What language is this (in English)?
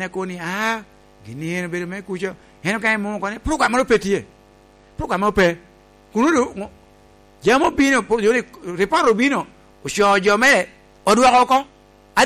Lango (Uganda)